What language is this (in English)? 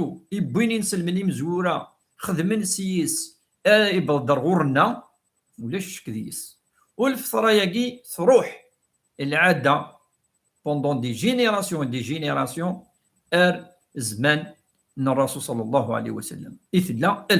Kabyle